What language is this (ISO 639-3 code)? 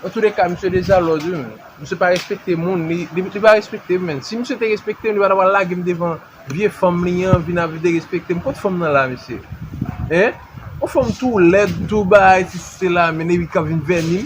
hat